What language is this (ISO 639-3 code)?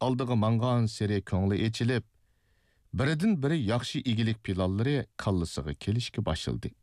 uig